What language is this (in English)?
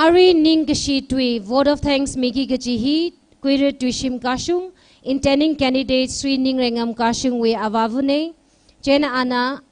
Tangkhul Naga (India)